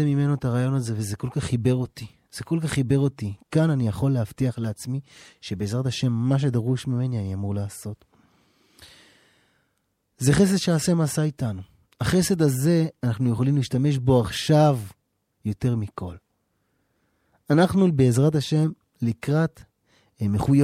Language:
Hebrew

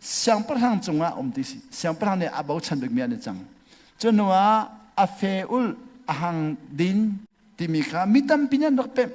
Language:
Hakha Chin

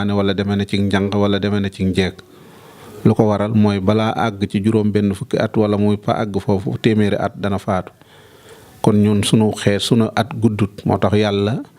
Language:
Wolof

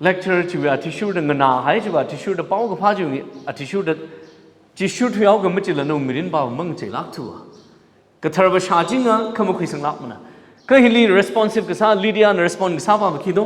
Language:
Tangkhul Naga (India)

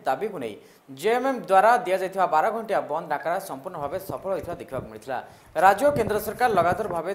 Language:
Odia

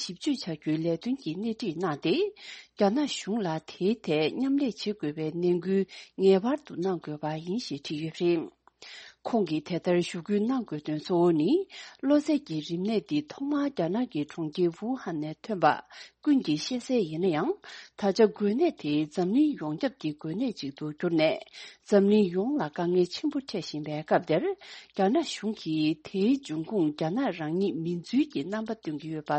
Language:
Tibetan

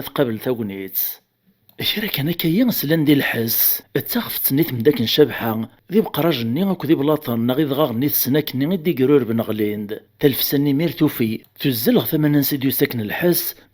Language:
Kabyle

